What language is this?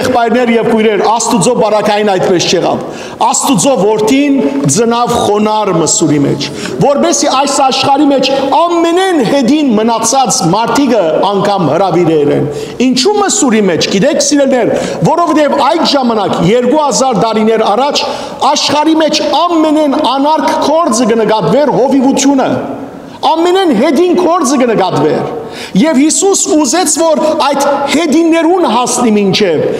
Western Armenian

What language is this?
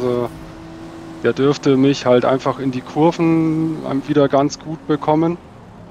German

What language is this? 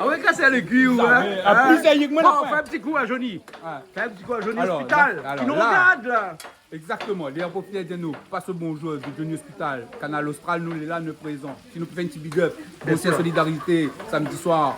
Réunion Creole French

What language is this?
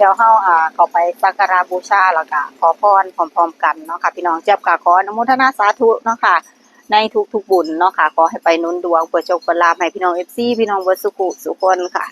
Northeastern Thai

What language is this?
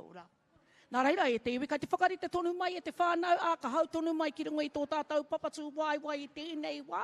Māori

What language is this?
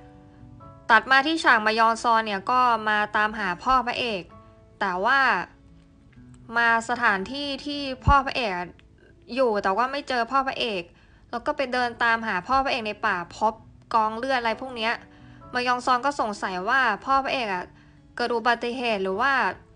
Thai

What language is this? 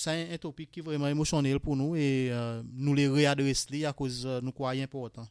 Seselwa Creole French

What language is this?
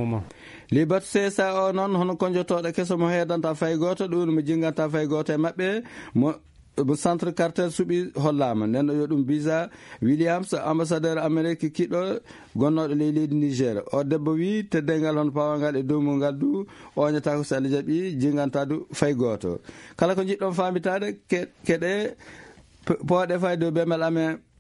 Fula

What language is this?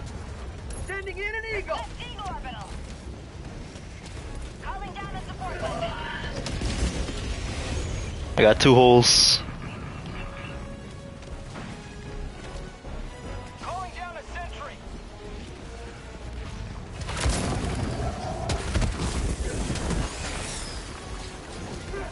English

